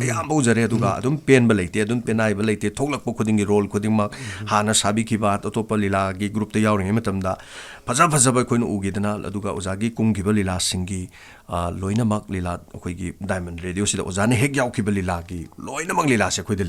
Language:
Manipuri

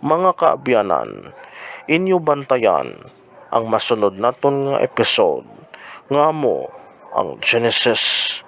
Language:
Hiligaynon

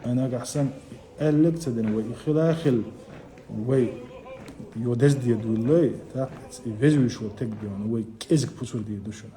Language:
Chechen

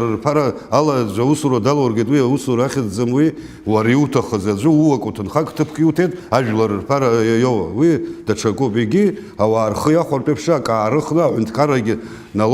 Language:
Abkhazian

